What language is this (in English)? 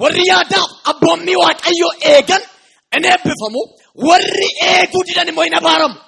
Oromo